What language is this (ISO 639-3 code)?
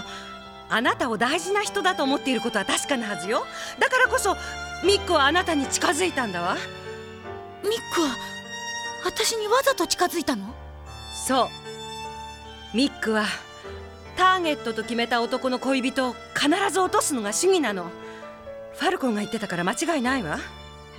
jpn